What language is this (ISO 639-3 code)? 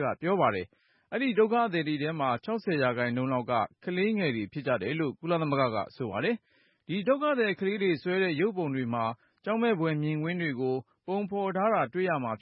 mya